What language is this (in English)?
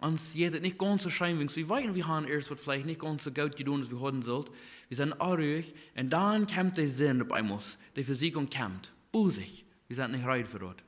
Plautdietsch